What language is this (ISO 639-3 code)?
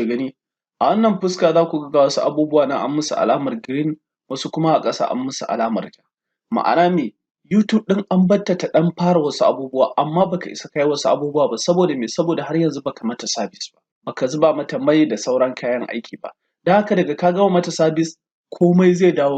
hau